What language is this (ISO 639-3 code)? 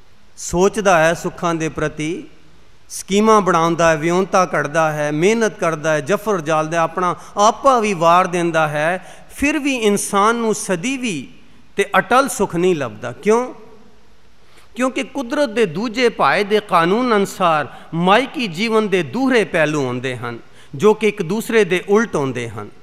pan